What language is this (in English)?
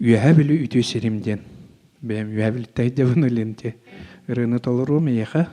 Yakut